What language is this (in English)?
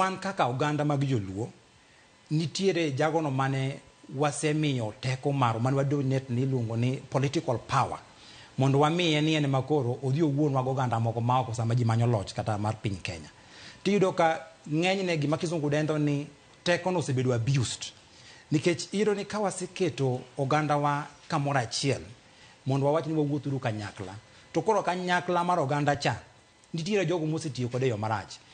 Luo (Kenya and Tanzania)